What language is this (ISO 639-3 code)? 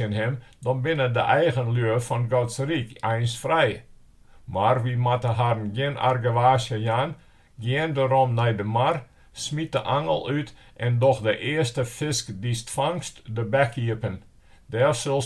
fry